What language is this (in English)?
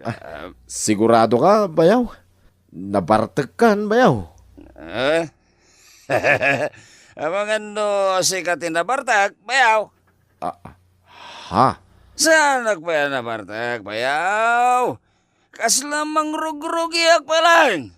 Iloko